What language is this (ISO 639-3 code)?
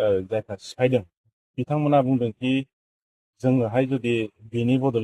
brx